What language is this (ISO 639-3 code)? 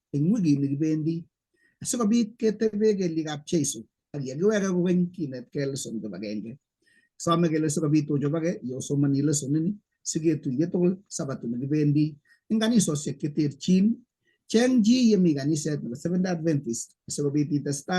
kln